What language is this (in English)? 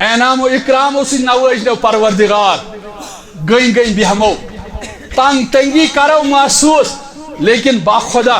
Kashmiri